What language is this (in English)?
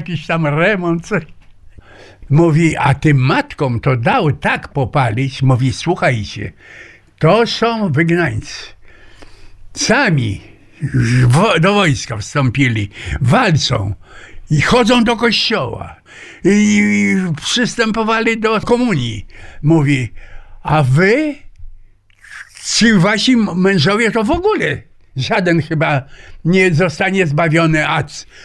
Polish